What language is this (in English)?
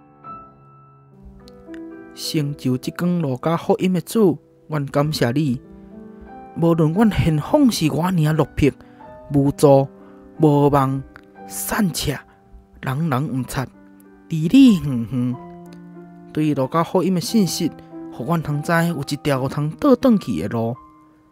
Min Nan Chinese